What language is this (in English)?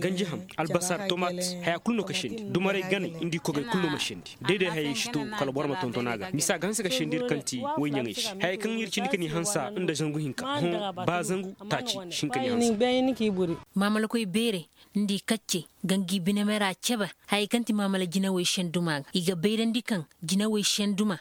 Koyraboro Senni